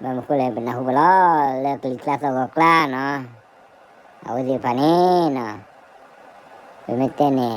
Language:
S'gaw Karen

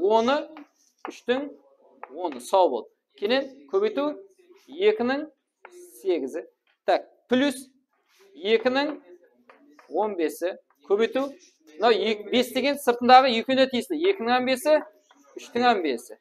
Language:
Kara-Kalpak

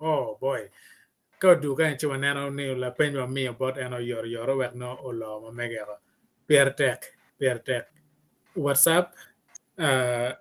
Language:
Acoli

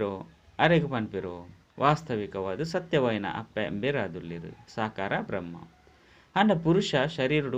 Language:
Tulu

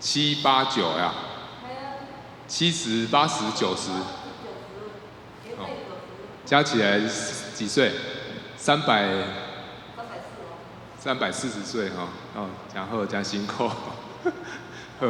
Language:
Min Nan Chinese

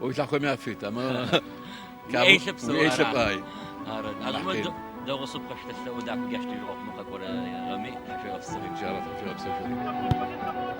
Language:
Adyghe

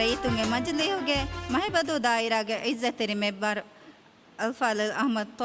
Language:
Divehi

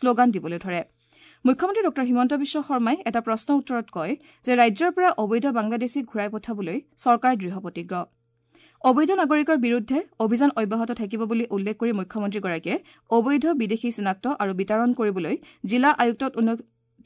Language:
Assamese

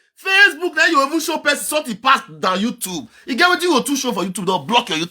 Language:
Nigerian Pidgin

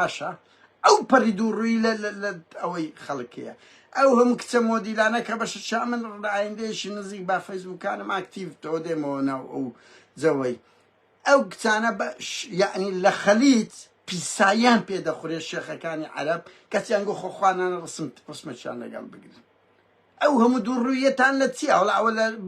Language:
Central Kurdish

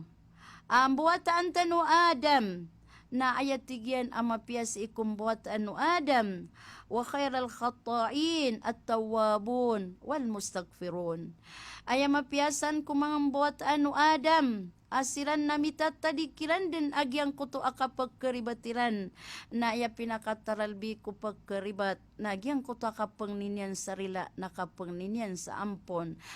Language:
Maranao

